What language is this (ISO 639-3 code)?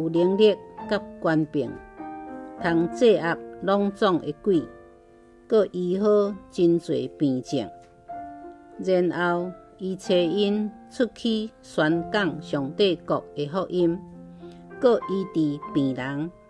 nan